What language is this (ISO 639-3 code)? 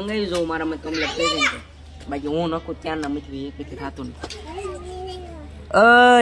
guj